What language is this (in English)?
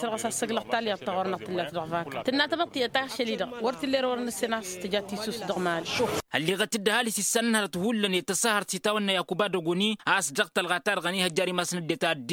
Tamasheq